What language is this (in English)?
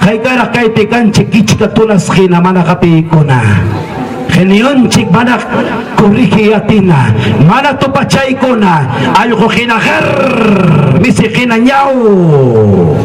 Ayacucho Quechua